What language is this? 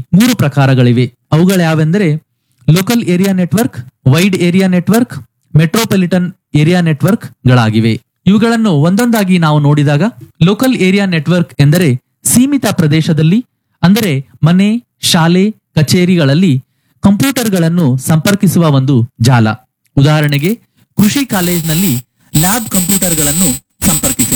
Kannada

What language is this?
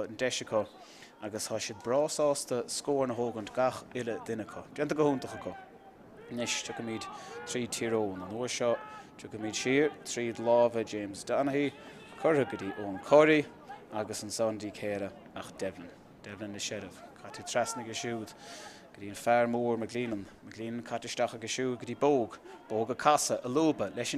Irish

